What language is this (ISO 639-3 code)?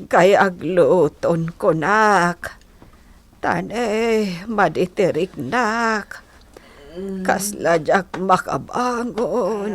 ilo